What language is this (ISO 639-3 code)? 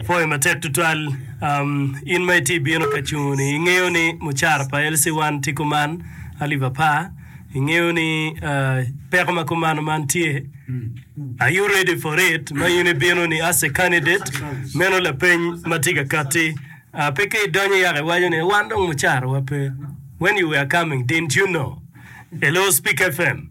ach